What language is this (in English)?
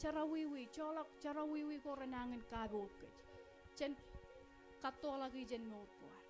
Marshallese